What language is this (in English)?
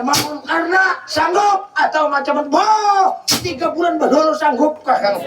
Banjar